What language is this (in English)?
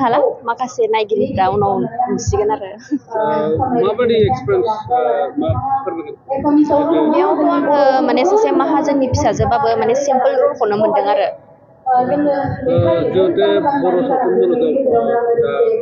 Bodo